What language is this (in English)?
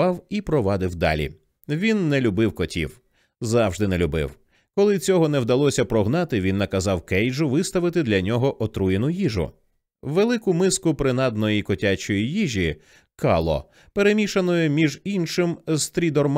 Ukrainian